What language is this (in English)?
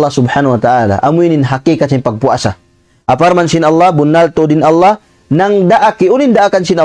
Tausug